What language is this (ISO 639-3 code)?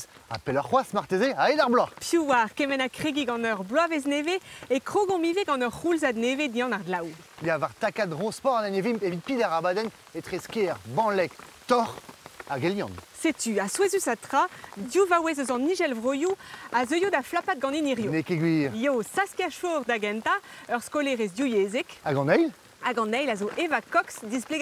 bre